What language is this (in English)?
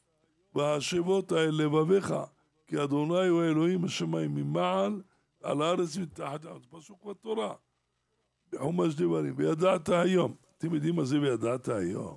Hebrew